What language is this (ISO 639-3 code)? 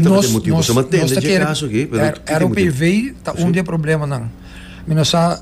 pap